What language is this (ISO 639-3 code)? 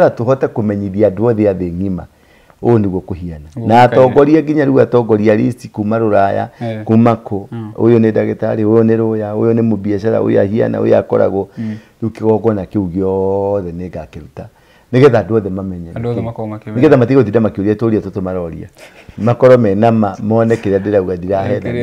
kik